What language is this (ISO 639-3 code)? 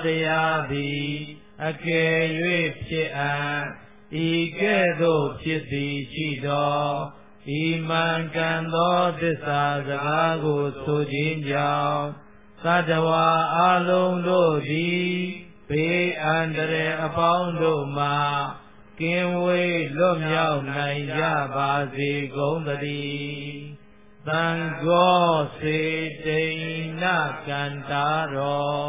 mya